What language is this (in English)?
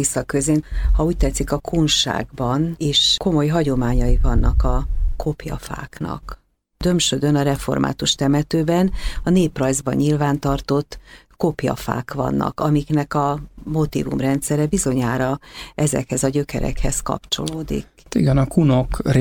Hungarian